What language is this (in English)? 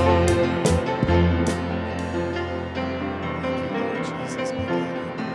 English